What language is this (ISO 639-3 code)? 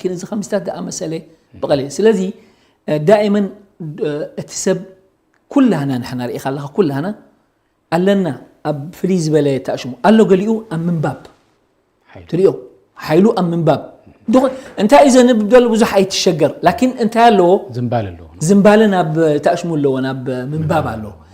tir